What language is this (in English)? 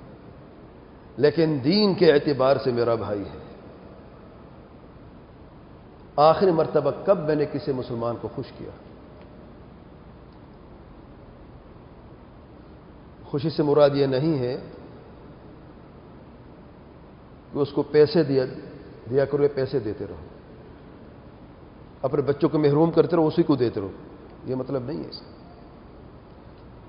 Urdu